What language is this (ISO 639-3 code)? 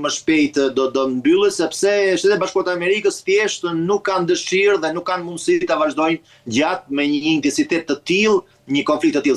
sqi